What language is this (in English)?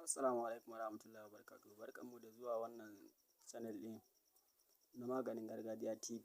Hausa